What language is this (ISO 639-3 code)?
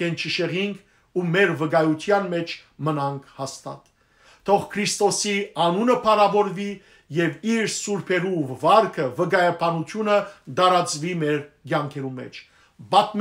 hyw